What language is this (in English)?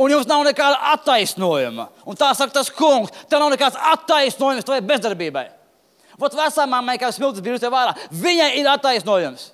Latvian